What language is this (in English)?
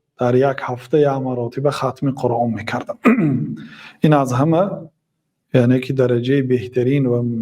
Tajik